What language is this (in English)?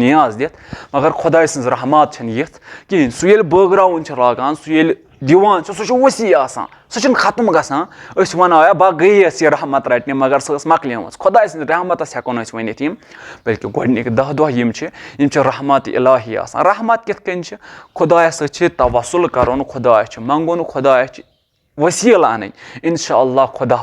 Kashmiri